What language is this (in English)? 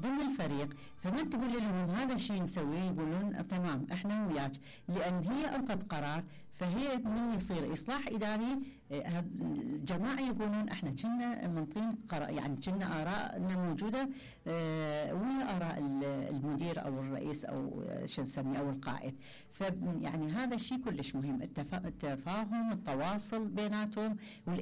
Mesopotamian Arabic